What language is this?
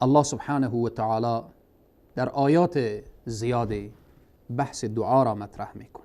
Persian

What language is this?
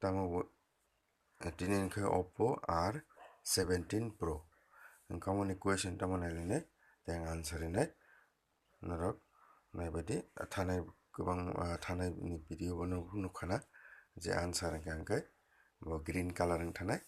Kok Borok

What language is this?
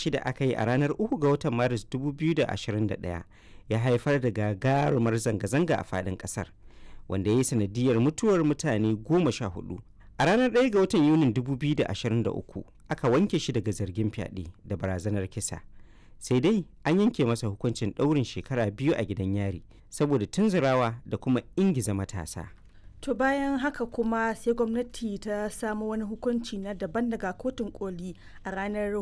Hausa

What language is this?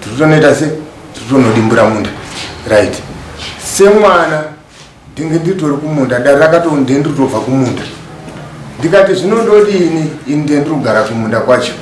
Shona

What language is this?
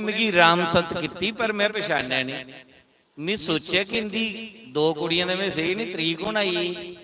Dogri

